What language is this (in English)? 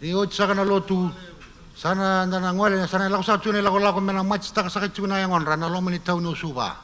Fijian